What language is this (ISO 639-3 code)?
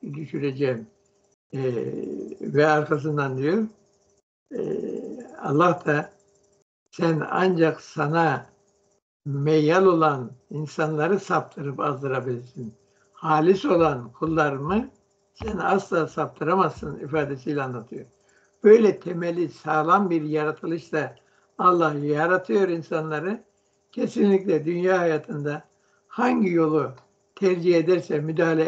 tur